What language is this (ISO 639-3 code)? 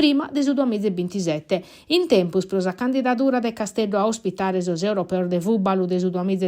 srd